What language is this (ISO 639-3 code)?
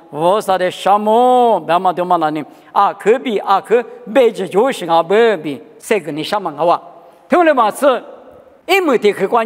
lis